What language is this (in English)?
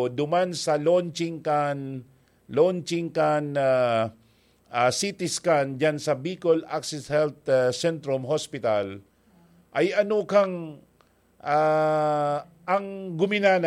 Bikol